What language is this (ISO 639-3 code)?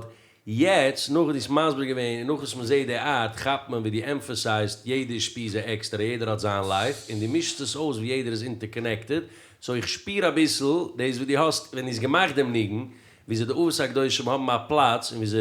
yid